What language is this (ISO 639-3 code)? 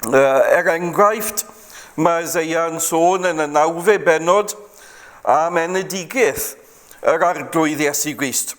cym